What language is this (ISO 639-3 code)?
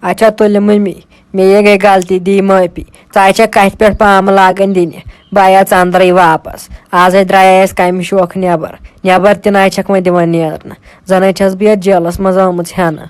kas